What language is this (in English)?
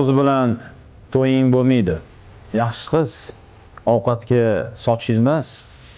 Uzbek